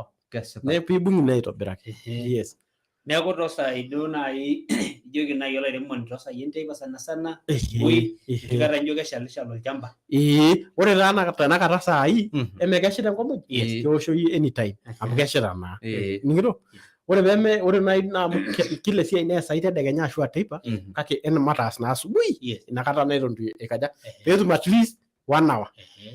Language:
Masai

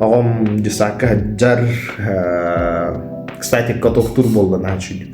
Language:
Yakut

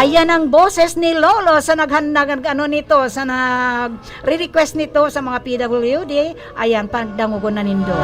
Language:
Bikol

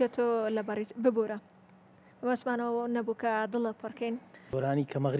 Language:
Central Kurdish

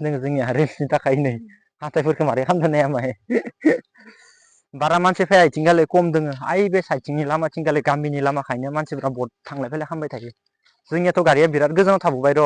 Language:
Bodo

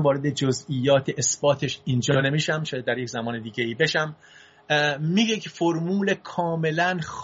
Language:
Persian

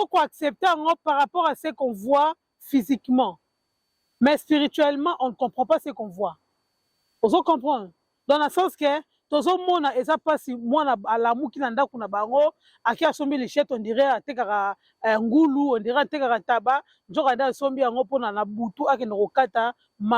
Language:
Lingala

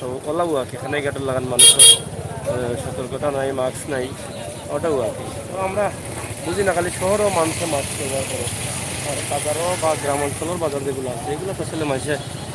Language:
Sylheti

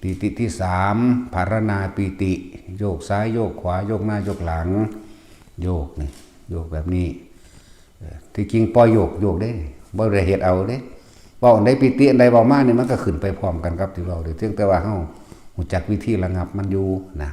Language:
Northeastern Thai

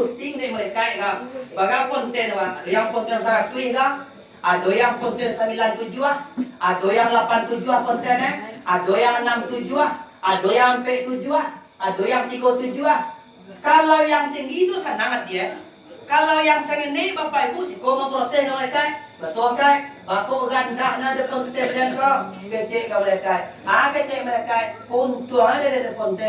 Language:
Minangkabau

